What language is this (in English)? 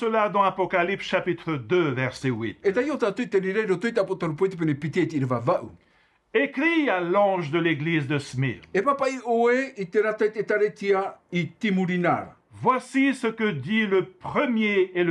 Tahitian